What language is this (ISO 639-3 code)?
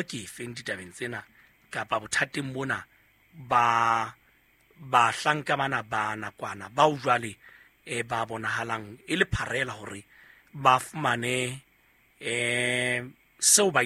sot